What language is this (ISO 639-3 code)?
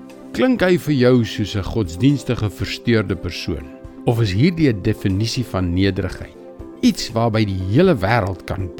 afr